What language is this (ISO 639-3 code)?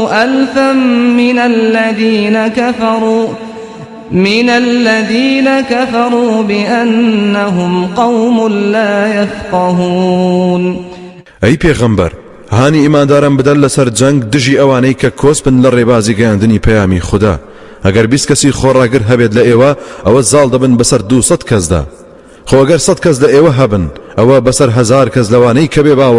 ckb